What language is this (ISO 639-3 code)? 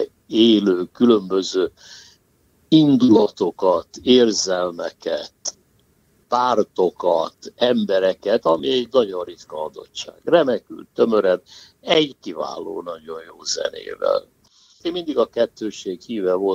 hun